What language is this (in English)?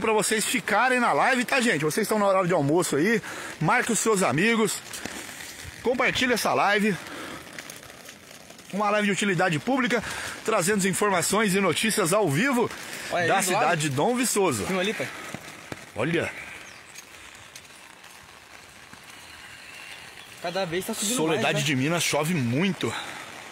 Portuguese